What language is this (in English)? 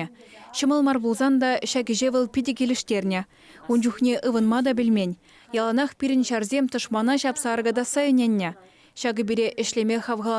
Chuvash